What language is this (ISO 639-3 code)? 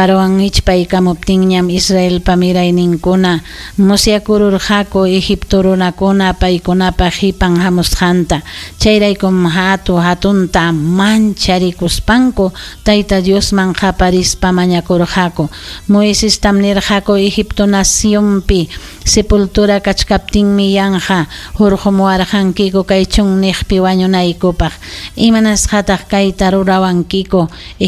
quy